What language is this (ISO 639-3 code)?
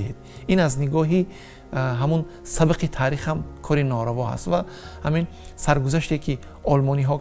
tgk